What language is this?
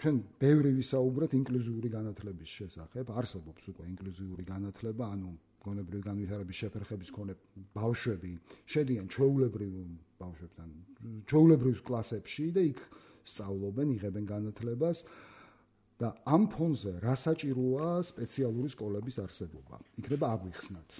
Georgian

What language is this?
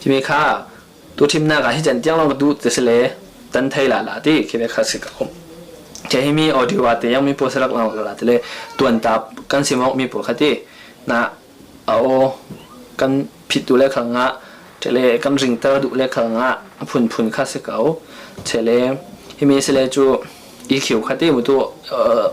Falam Chin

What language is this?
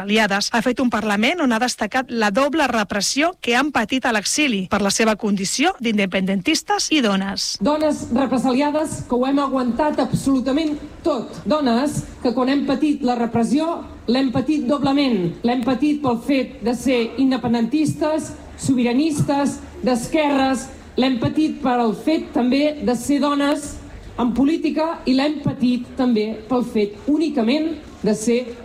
Catalan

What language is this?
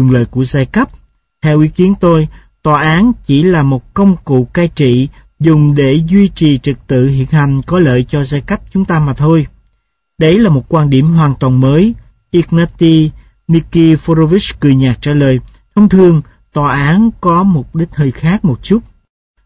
Vietnamese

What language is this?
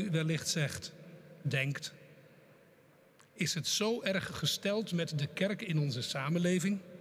Dutch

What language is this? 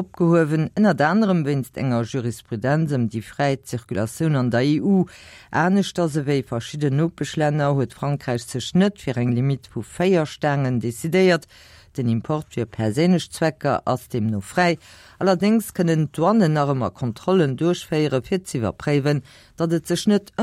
Luxembourgish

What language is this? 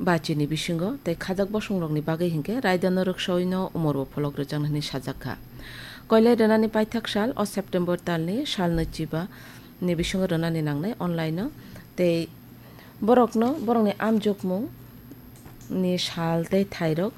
Kok Borok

